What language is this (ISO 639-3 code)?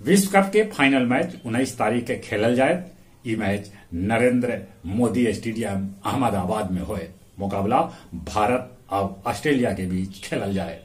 mag